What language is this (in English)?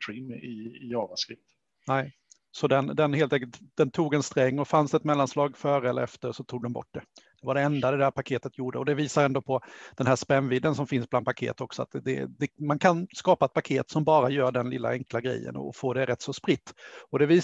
Swedish